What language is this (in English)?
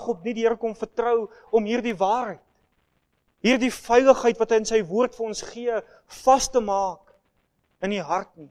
Afrikaans